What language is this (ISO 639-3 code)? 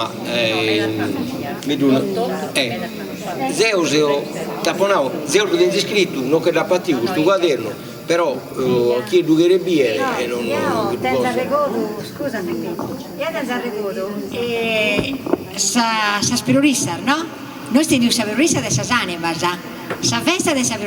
srd